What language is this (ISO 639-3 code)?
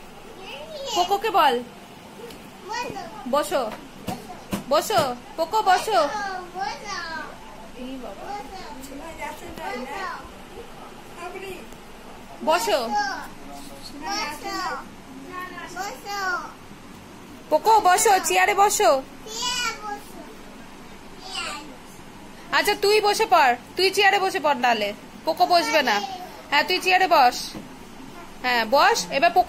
ben